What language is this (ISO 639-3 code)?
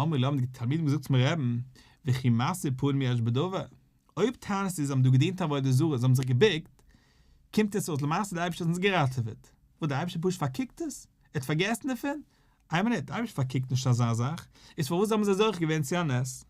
yid